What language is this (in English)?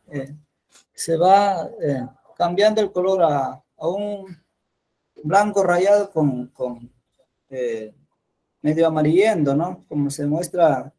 Spanish